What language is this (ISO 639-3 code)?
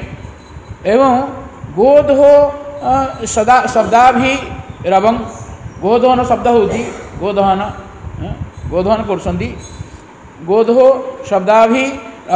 ori